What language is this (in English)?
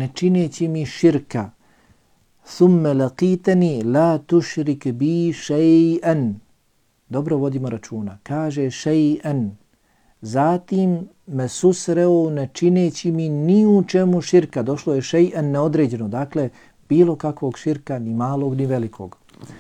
Bosnian